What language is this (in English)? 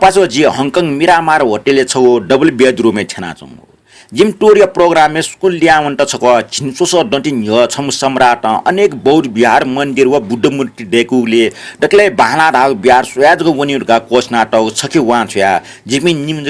Newari